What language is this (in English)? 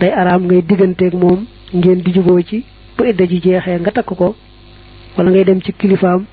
Wolof